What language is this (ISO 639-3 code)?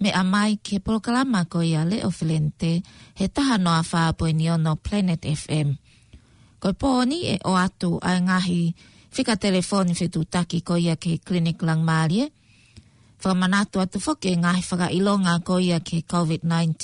ton